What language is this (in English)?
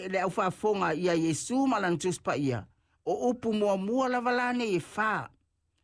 Samoan